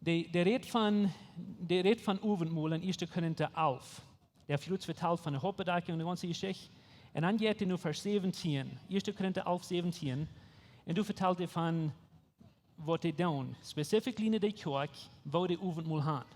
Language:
Plautdietsch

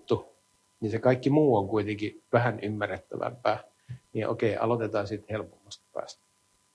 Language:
Finnish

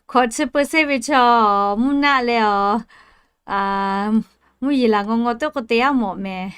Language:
Lahu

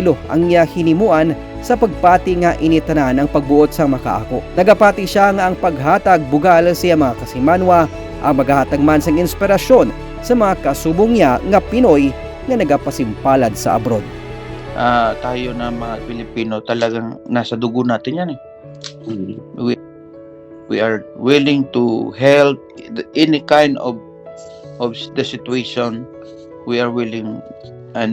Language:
Hiligaynon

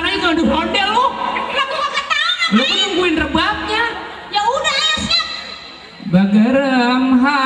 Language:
Betawi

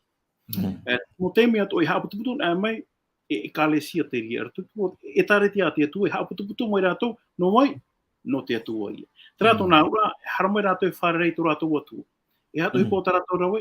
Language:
Tahitian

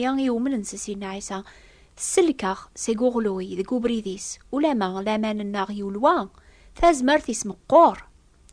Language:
Kabyle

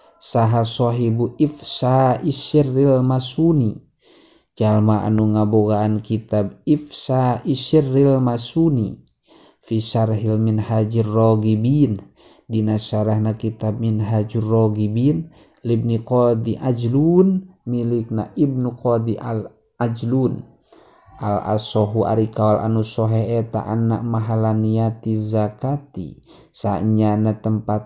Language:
Sundanese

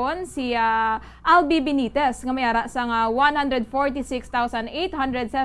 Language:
Hiligaynon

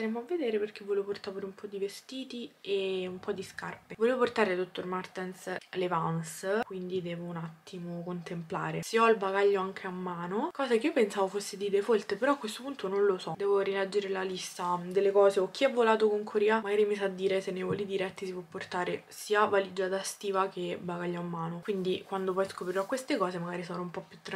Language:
Italian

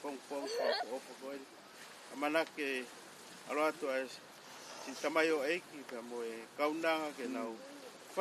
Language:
Tongan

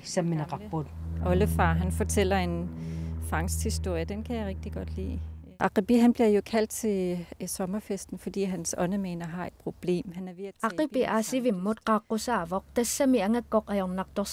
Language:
Kalaallisut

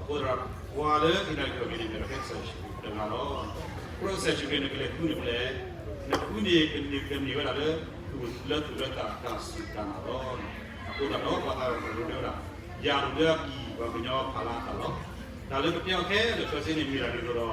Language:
S'gaw Karen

